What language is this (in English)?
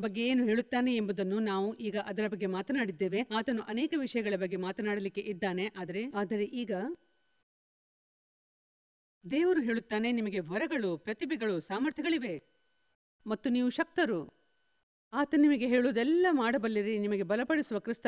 Kannada